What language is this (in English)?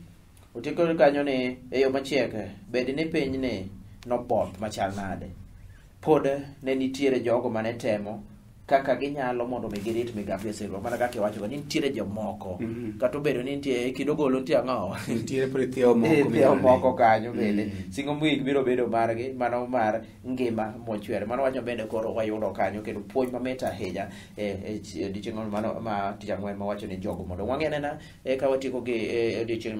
Luo (Kenya and Tanzania)